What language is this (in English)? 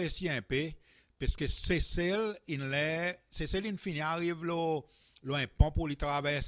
Seselwa Creole French